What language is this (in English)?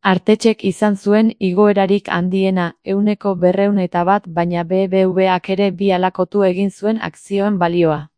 Basque